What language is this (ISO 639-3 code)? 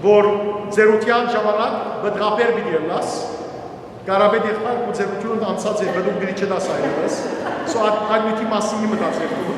hyw